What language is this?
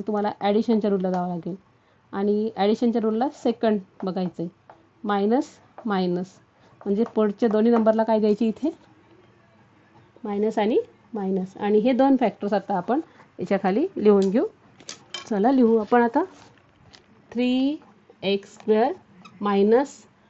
Marathi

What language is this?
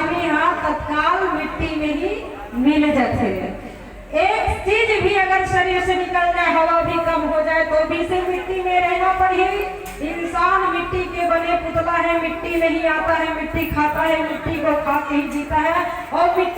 Chhattisgarhi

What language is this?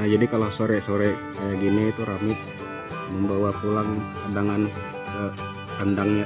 Banjar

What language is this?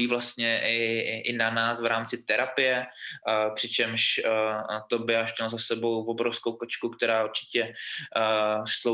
Czech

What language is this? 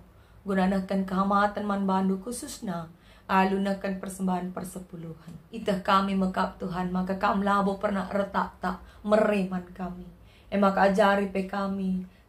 Batak Karo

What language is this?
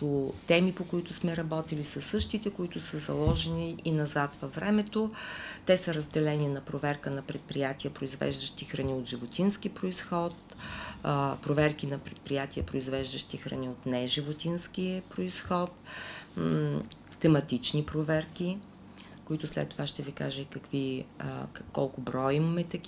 Bulgarian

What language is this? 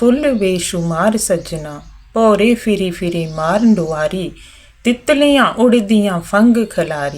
Dogri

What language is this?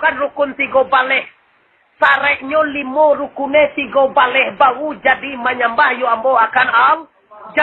Minangkabau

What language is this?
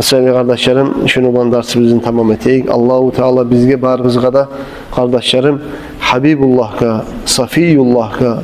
Kumyk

